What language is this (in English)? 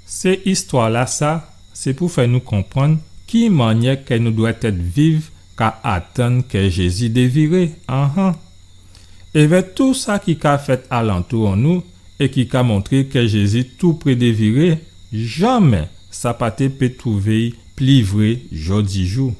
Guadeloupean Creole French